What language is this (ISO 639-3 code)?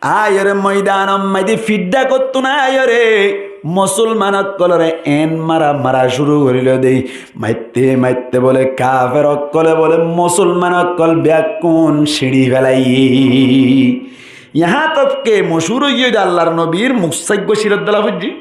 rhg